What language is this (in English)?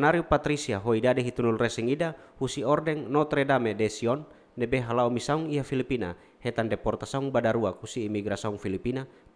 Tetum